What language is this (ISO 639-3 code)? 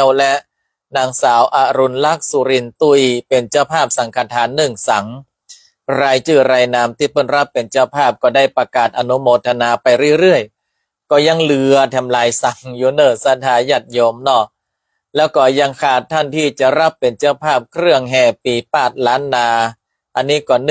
nod